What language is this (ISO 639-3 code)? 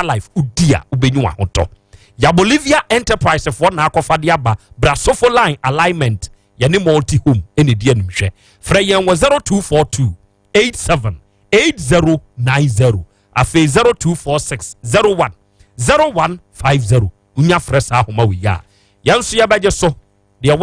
aka